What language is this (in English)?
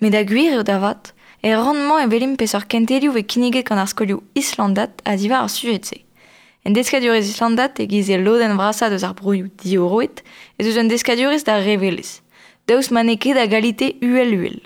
Breton